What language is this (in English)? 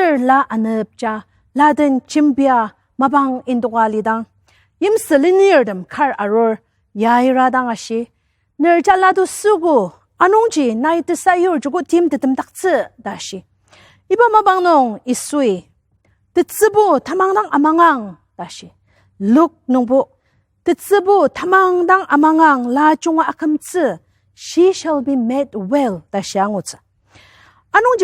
Ao Naga